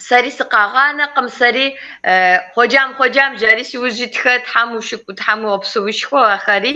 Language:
Kabardian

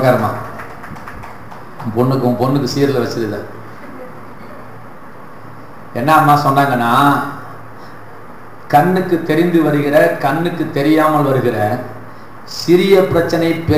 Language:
Tamil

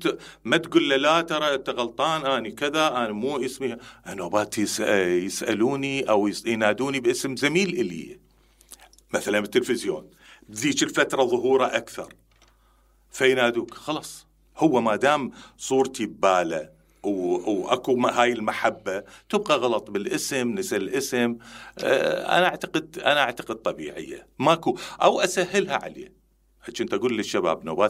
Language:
Mesopotamian Arabic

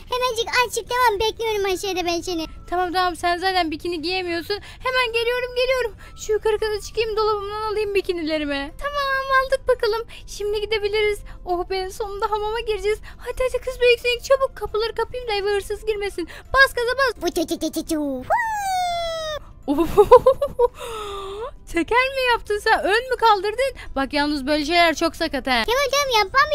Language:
Turkish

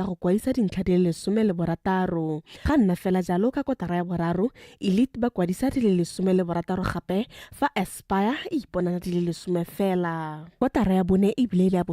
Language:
Tswana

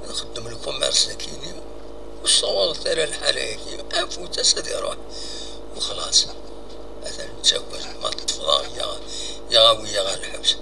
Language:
Kabyle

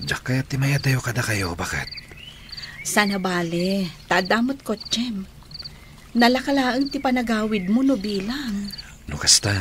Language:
Iloko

